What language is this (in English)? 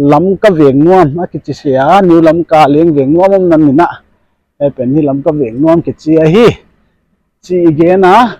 Paite Chin